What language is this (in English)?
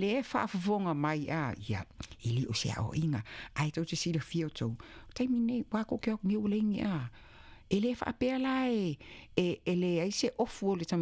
Samoan